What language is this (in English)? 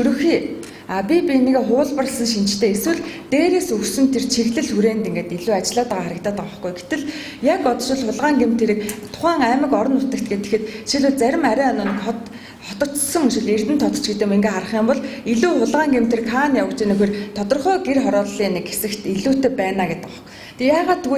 Mongolian